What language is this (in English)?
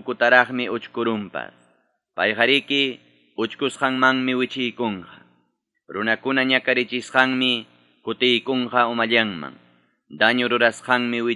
Ayacucho Quechua